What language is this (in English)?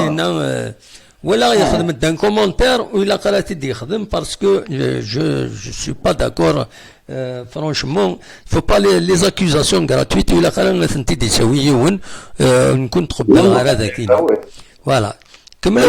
Kabyle